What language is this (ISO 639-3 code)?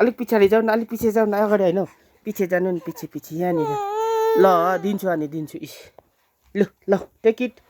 nep